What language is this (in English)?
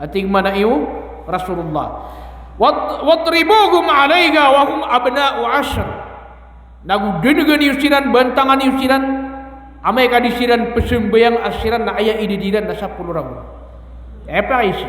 Maranao